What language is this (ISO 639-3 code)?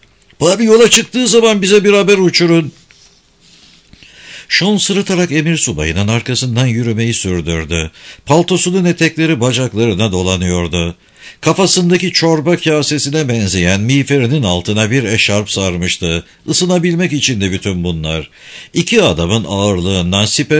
tur